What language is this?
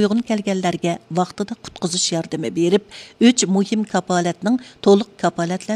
Uyghur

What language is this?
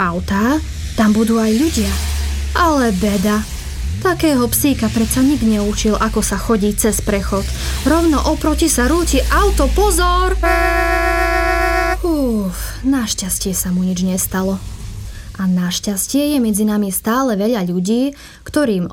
Slovak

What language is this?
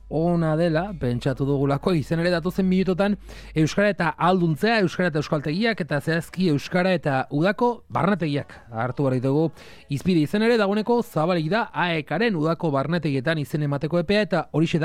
Basque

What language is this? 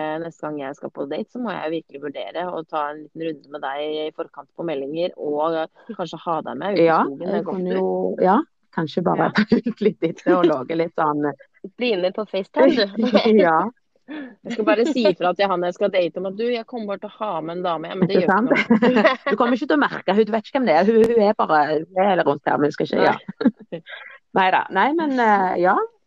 Norwegian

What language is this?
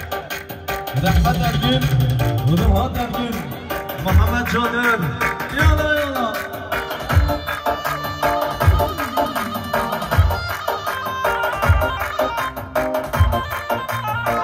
Kurdish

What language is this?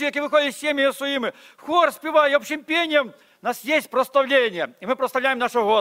Ukrainian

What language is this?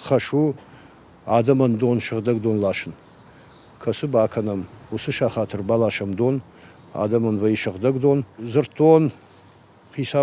Ossetic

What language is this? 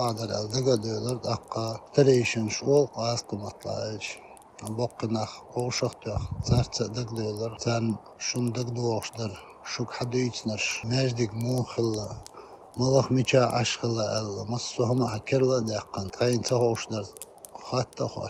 Chechen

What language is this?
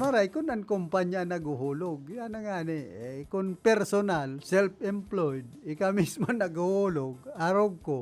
Bikol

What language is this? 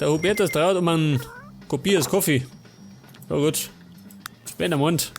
Bavarian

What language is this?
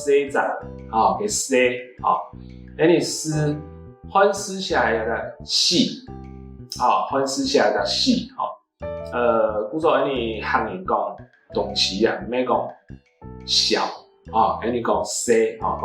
Hakka Chinese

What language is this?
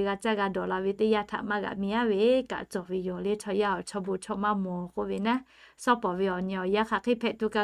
Lahu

